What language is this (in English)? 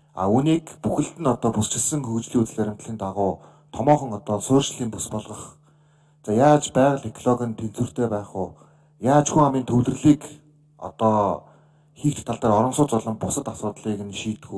Mongolian